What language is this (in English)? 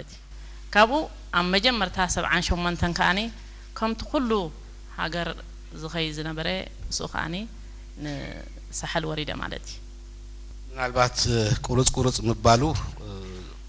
Tigrinya